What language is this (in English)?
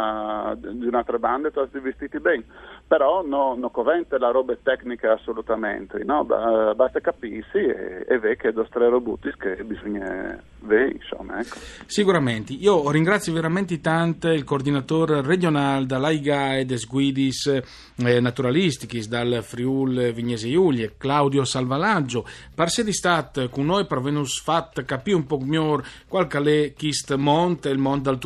Friulian